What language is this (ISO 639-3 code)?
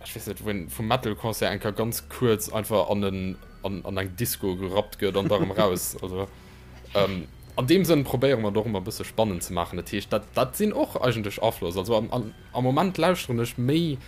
ltz